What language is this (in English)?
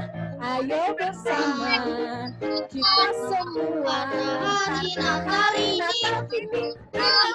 Indonesian